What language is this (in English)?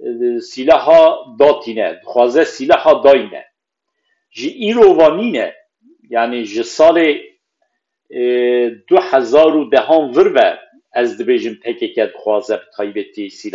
Kurdish